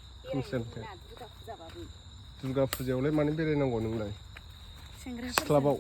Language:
Bodo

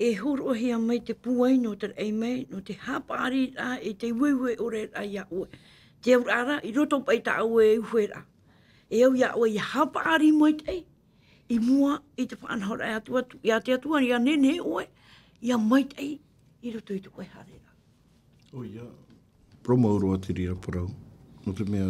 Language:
Tahitian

